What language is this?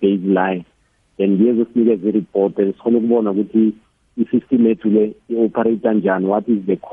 South Ndebele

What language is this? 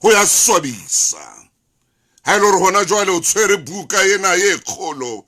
Southern Sotho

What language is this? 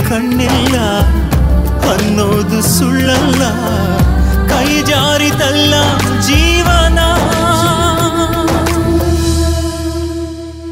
Kannada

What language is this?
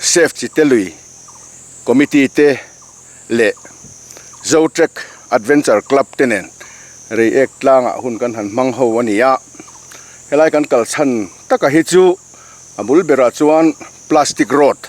Mizo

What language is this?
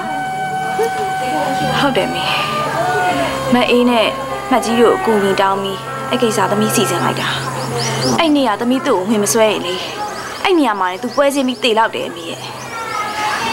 Burmese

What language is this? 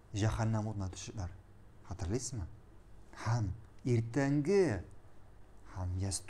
Tatar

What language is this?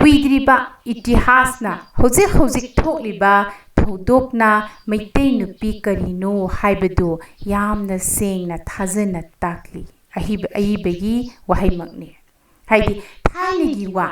Manipuri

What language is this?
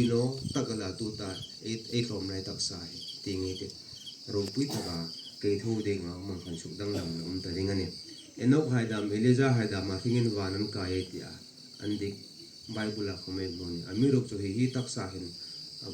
Hmar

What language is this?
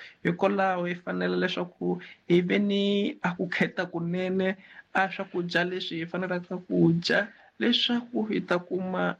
Tsonga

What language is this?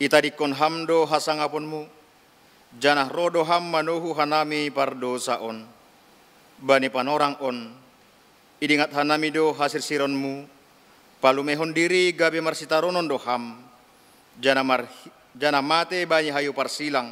Batak Simalungun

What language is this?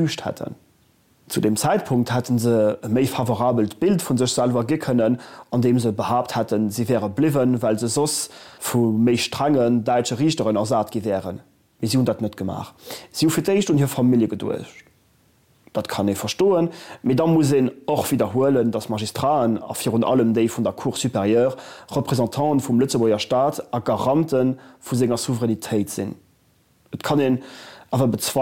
Luxembourgish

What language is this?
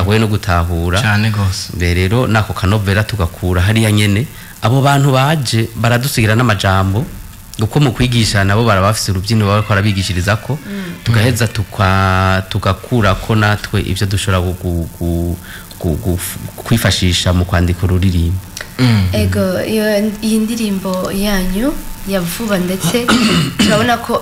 Rundi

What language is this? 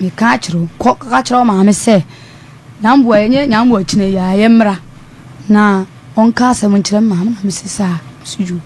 Akan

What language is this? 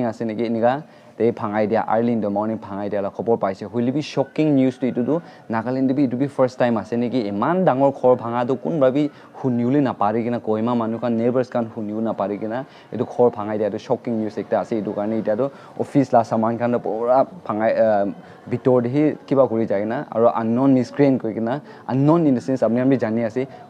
Naga Pidgin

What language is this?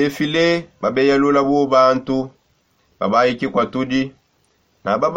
Songe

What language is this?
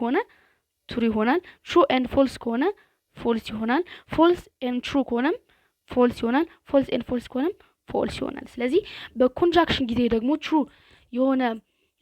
Amharic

